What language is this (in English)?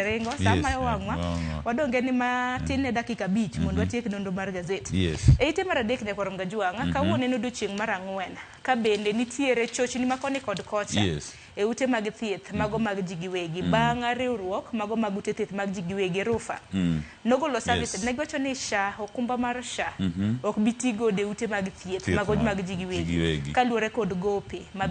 Luo (Kenya and Tanzania)